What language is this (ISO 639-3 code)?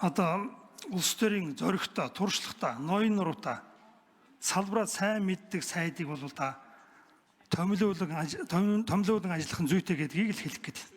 mon